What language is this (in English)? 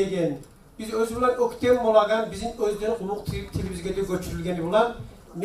Kumyk